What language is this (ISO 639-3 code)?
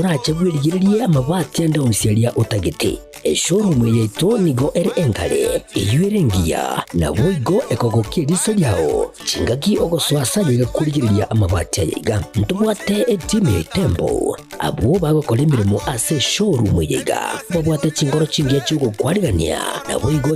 guz